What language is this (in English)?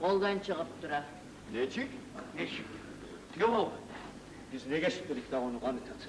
Kumyk